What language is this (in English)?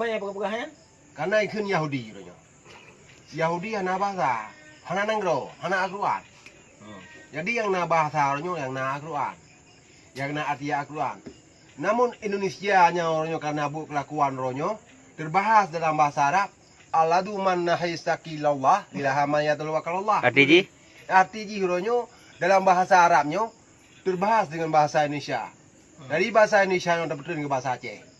Achinese